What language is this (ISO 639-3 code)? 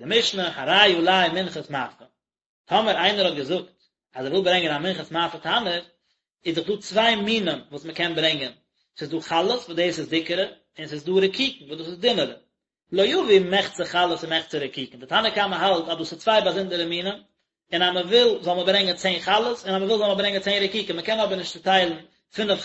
yid